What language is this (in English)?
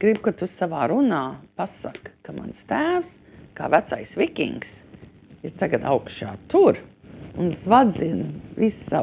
Latvian